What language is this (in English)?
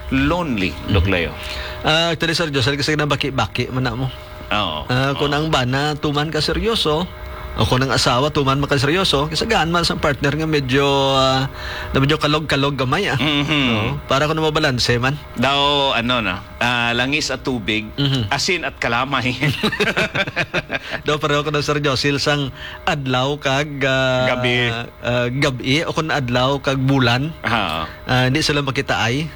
Hiligaynon